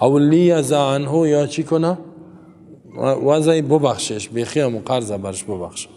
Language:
Persian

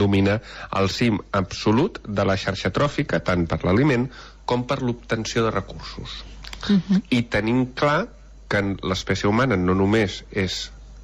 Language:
Catalan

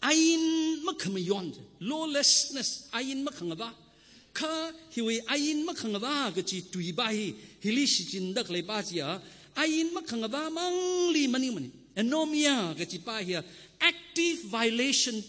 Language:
Tangkhul Naga (India)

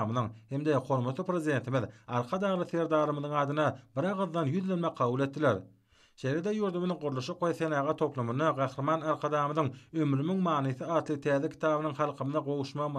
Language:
Turkmen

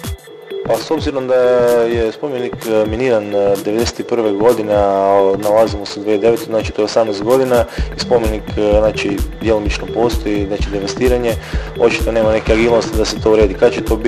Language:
Croatian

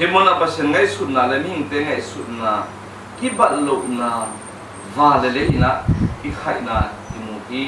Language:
Tedim Chin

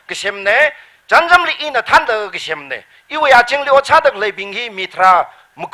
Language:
Tangkhul Naga (India)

